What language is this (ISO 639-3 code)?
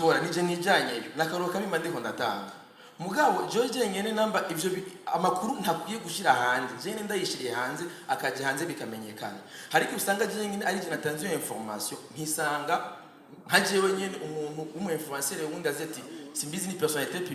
run